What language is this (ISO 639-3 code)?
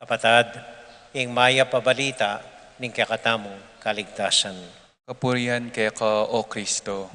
pam